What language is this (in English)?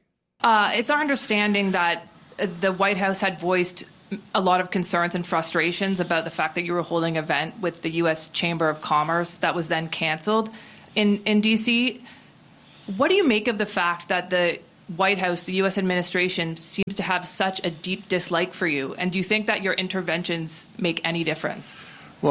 English